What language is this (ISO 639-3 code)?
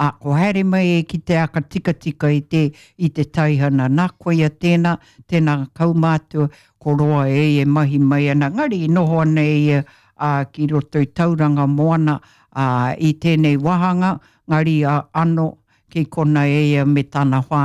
mri